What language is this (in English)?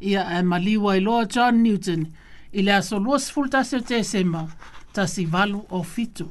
Samoan